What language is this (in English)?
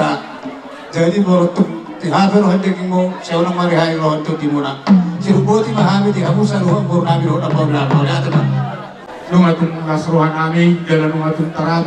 Batak Toba